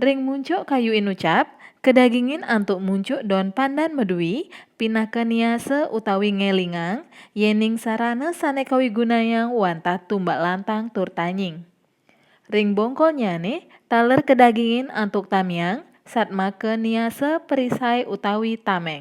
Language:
Balinese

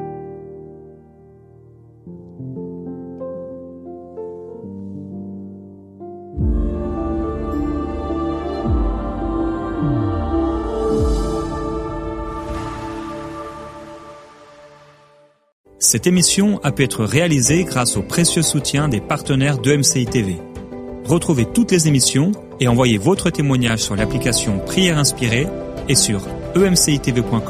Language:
French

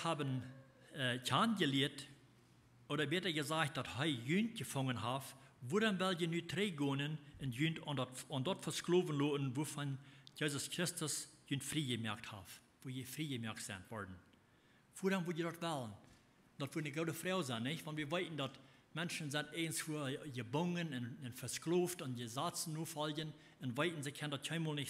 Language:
Plautdietsch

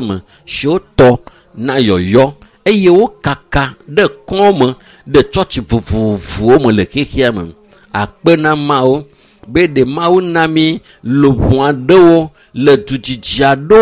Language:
Ewe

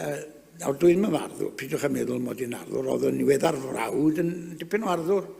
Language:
Welsh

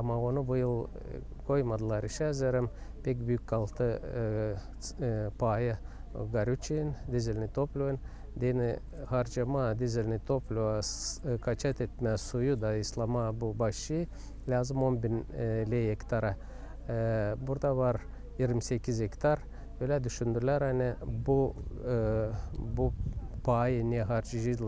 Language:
Gagauz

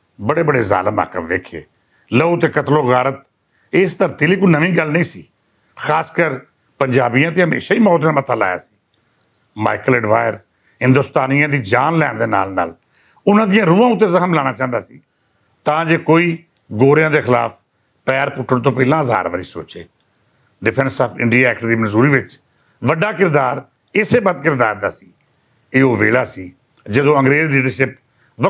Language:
Western Panjabi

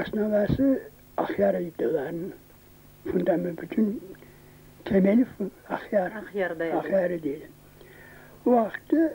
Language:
Crimean Tatar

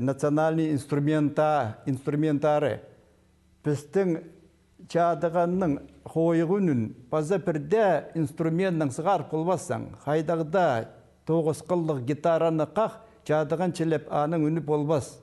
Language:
Khakas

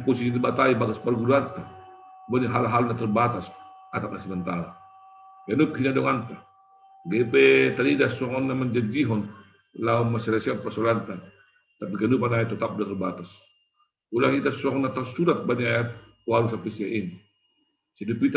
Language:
Batak Simalungun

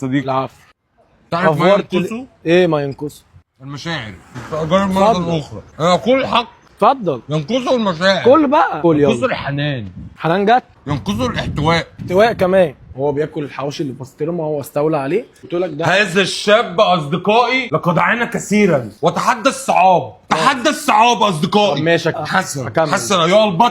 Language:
Egyptian Arabic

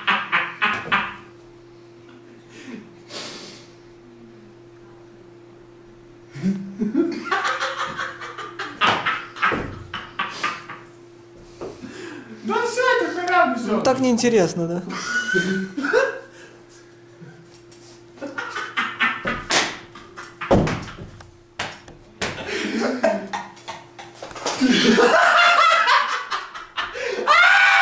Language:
Russian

